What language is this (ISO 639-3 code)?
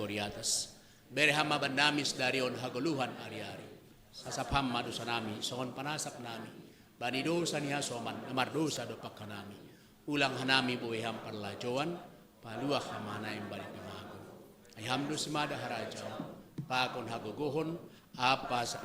bts